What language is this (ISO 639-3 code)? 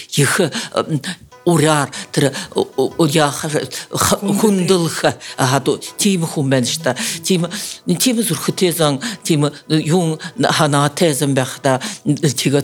bua